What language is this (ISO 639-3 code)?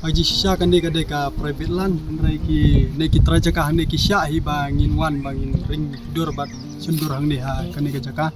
kha